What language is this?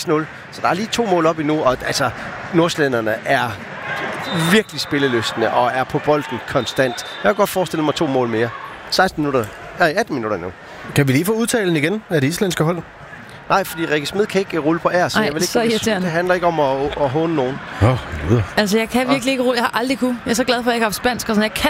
Danish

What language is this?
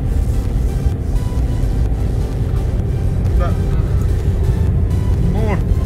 Romanian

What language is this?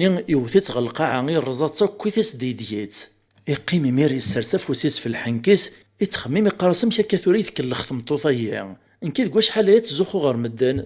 Kabyle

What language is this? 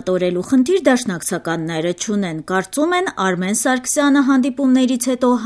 Armenian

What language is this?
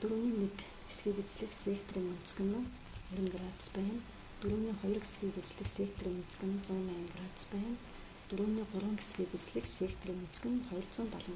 Mongolian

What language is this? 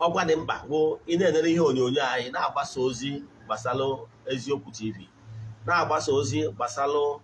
Igbo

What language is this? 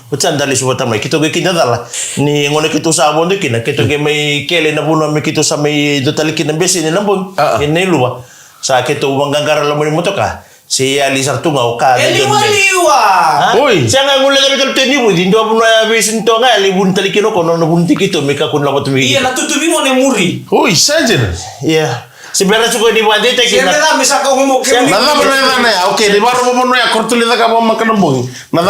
Fijian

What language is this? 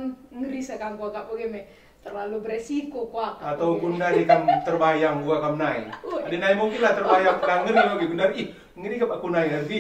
Batak Karo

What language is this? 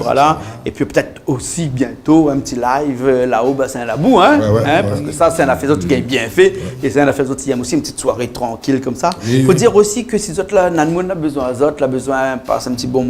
Réunion Creole French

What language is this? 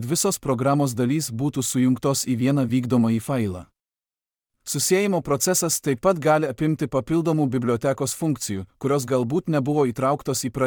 Lithuanian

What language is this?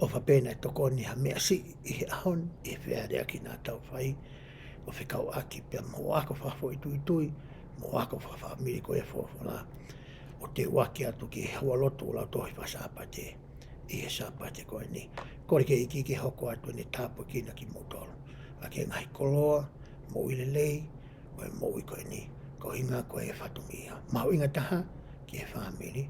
Tongan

